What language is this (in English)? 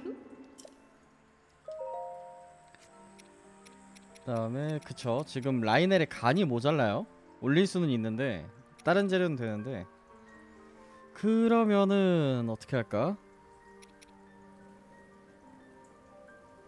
Korean